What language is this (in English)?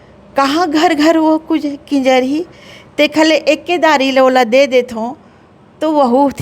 Chhattisgarhi